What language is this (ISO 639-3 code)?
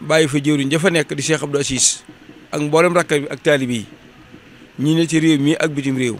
wol